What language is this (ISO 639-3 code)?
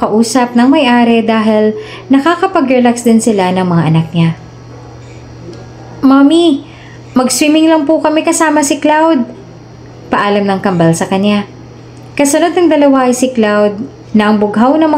fil